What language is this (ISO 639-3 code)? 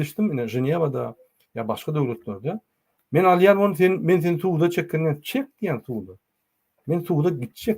tuk